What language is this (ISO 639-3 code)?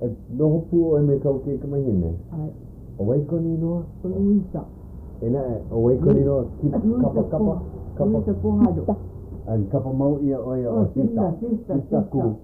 haw